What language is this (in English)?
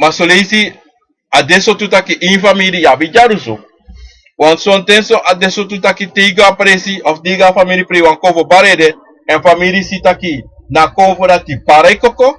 Sranan Tongo